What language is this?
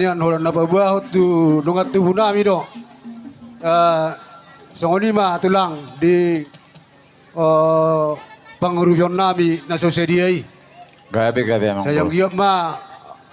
Batak Toba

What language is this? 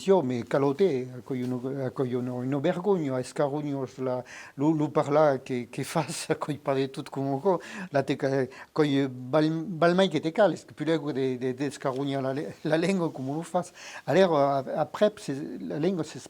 Occitan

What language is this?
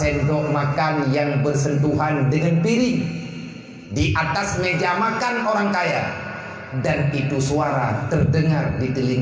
Achinese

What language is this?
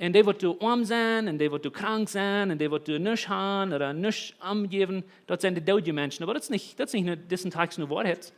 Plautdietsch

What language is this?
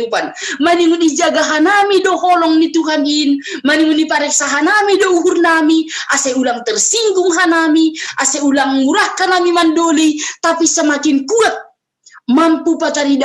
Batak Simalungun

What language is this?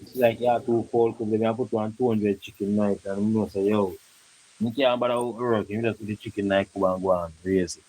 Jamaican Creole English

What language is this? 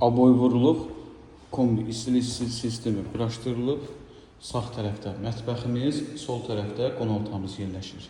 Azerbaijani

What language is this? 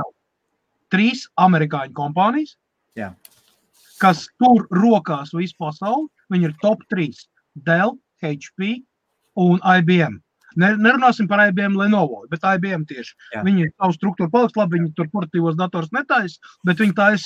Latvian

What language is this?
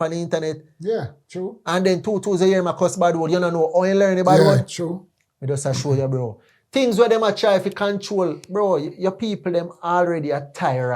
Jamaican Creole English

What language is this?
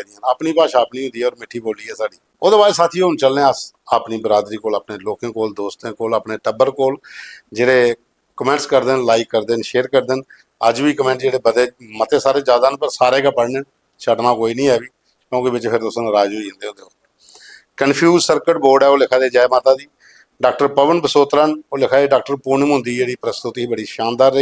Dogri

